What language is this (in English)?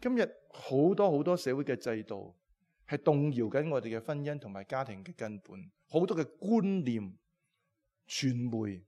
Cantonese